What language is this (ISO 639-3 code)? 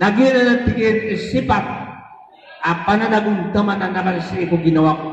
mrw